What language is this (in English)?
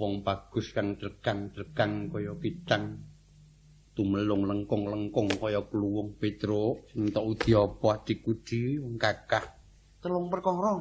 Javanese